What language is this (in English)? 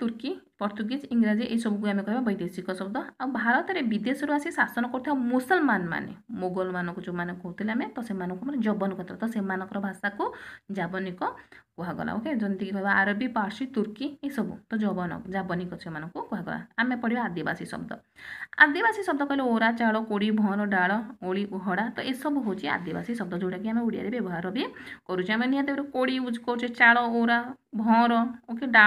Odia